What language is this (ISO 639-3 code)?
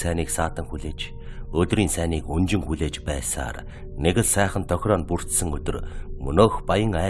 mon